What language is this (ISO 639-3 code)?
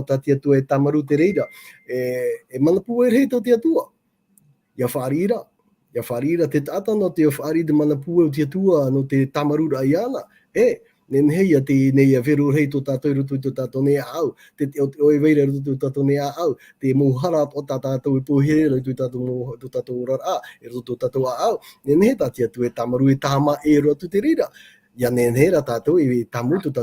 tah